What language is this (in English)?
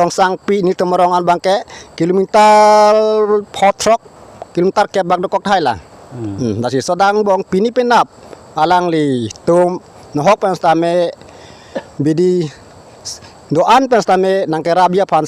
Karbi